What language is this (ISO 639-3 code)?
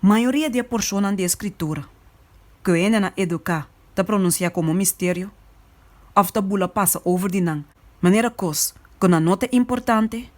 pap